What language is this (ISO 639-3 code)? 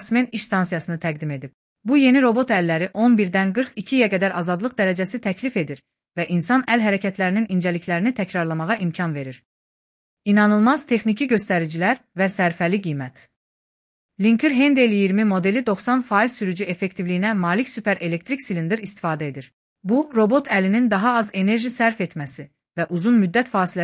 aze